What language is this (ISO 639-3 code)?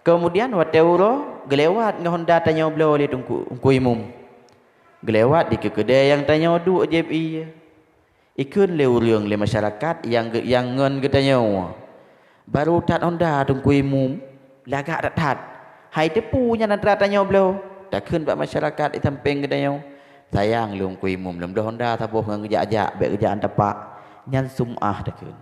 ace